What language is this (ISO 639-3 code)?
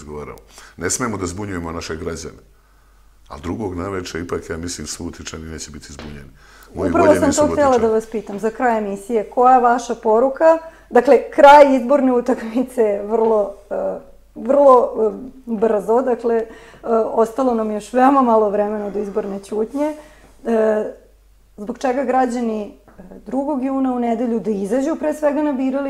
srp